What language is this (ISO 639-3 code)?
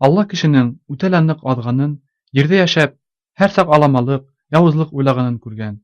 bak